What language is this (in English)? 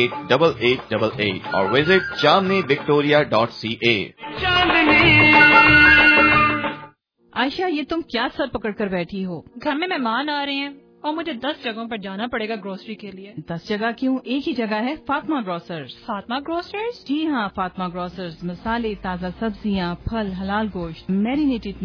Urdu